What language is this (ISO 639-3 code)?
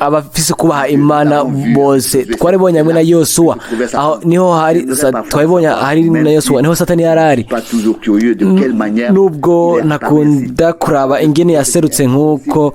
run